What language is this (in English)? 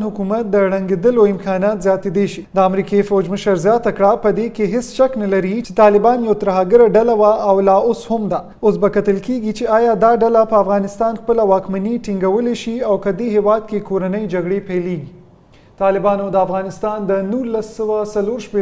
Pashto